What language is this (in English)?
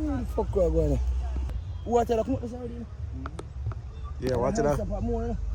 Jamaican Creole English